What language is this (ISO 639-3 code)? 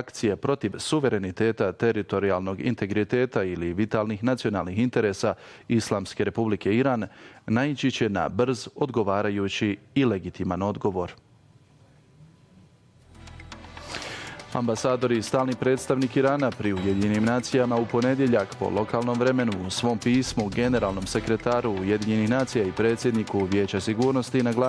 bos